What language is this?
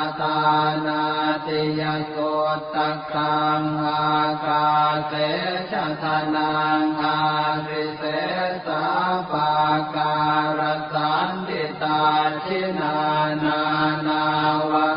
Pali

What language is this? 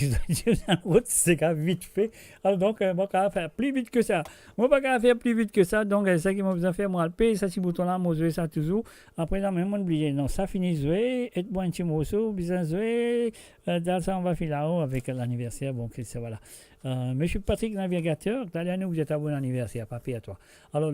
Morisyen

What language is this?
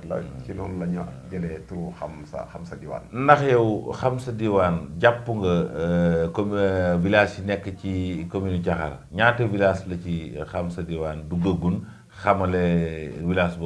Wolof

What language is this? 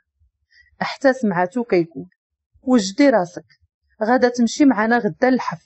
Moroccan Arabic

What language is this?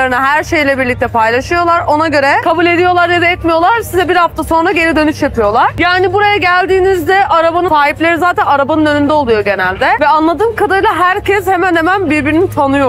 Turkish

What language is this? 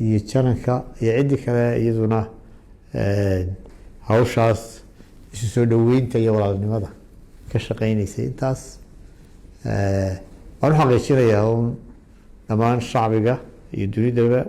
Somali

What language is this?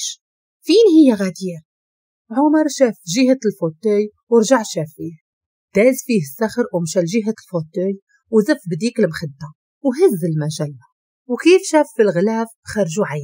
Moroccan Arabic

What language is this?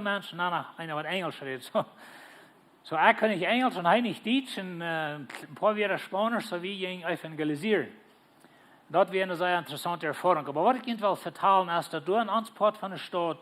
Plautdietsch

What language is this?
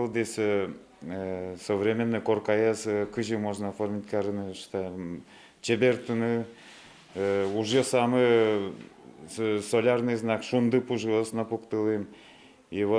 Udmurt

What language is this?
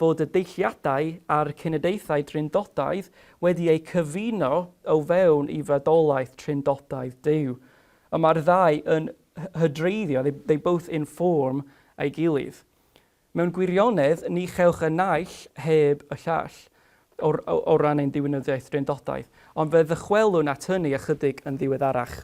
Welsh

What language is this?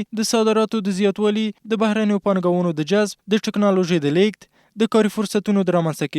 Pashto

